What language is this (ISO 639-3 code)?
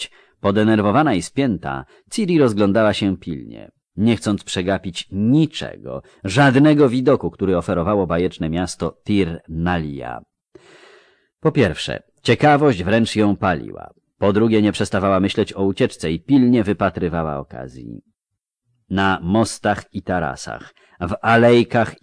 pol